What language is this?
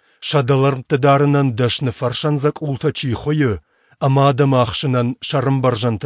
Ossetic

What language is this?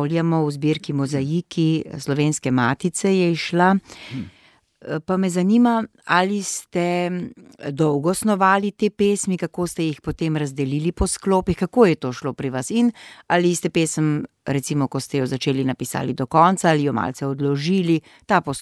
Slovenian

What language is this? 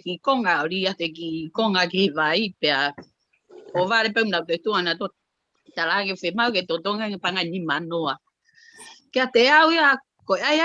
Tongan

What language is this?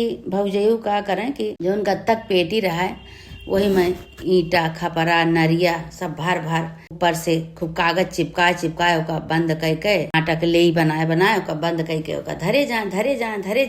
Awadhi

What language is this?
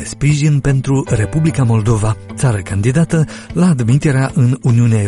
Romanian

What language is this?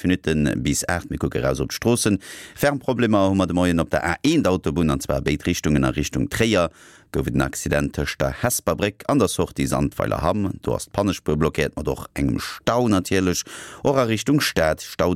Luxembourgish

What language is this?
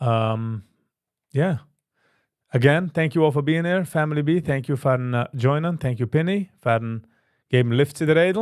Yiddish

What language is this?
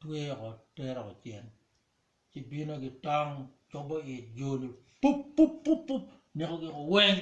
Acoli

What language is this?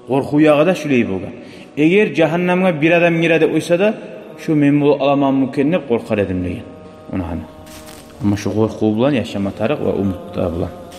Kumyk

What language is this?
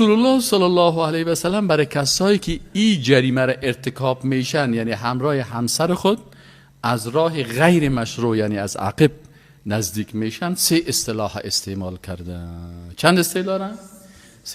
Persian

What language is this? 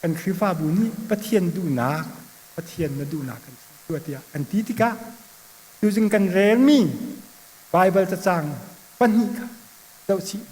Hakha Chin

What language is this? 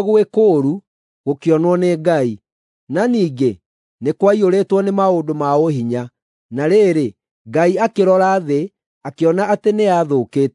Kikuyu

